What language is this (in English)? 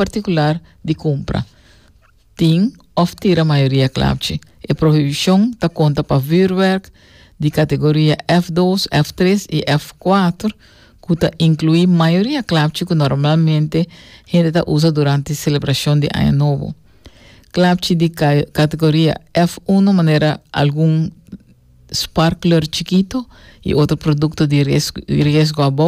Papiamento